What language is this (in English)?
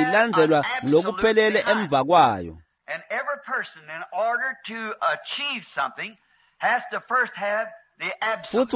Swati